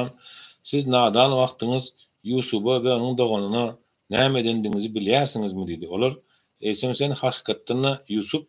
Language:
Turkmen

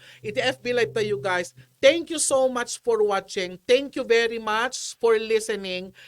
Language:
Iloko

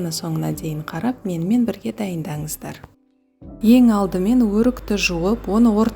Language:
Kazakh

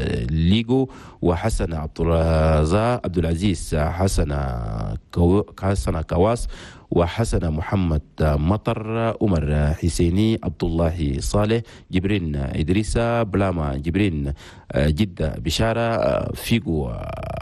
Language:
Chadian Arabic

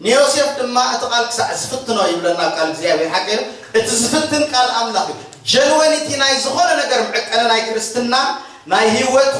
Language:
Tigrinya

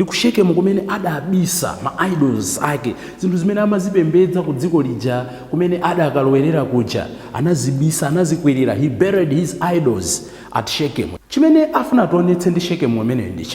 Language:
Nyanja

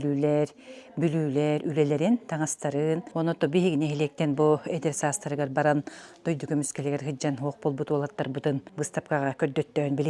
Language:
Yakut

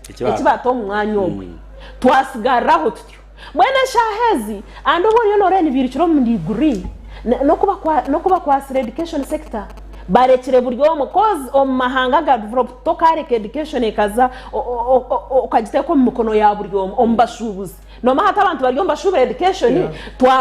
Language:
Nyankole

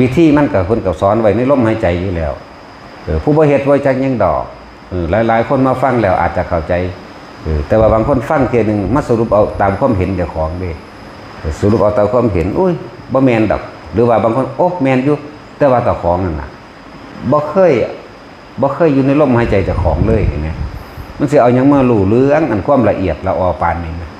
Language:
Northeastern Thai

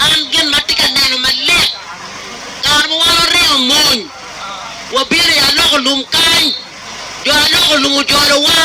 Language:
Acoli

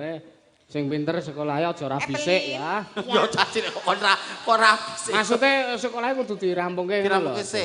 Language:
Javanese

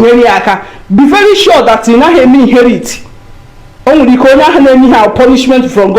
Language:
Igbo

